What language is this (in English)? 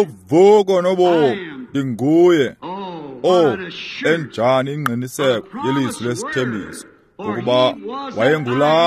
Xhosa